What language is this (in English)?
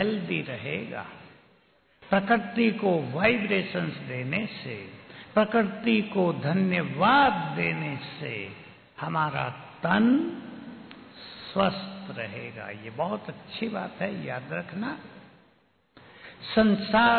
Hindi